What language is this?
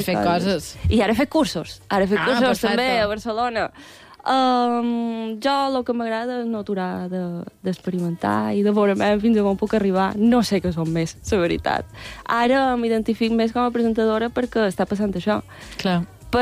Catalan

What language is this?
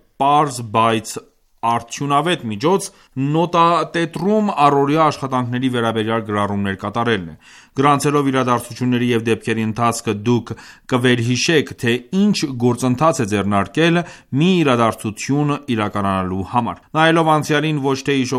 Armenian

